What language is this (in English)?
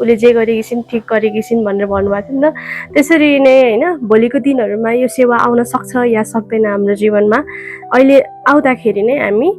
Nepali